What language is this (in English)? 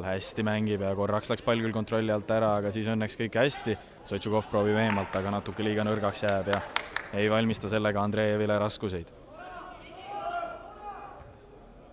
Estonian